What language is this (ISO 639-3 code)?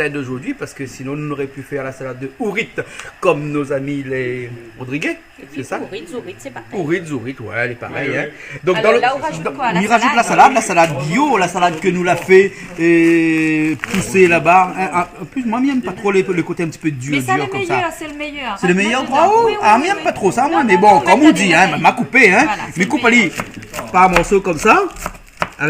rcf